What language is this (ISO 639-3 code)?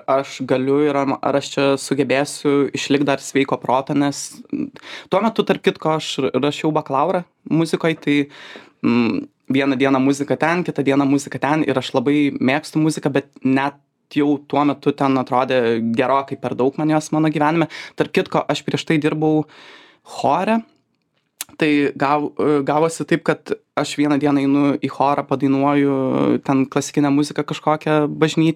lit